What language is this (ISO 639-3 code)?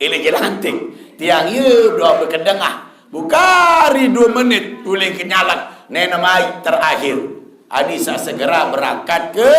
sas